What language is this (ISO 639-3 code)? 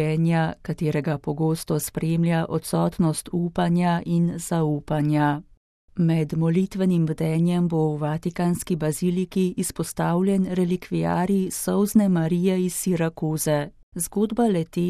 slv